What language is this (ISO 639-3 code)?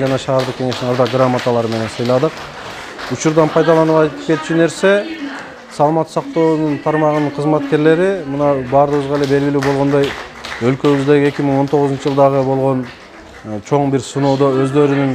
kir